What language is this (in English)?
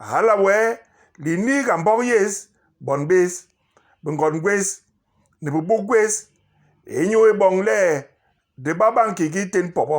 Basaa